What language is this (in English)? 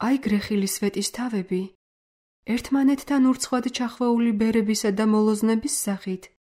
Georgian